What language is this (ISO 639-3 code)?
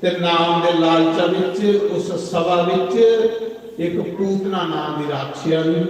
doi